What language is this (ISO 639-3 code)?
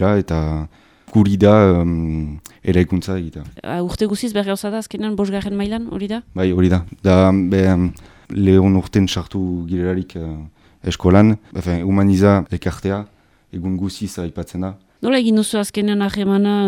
eus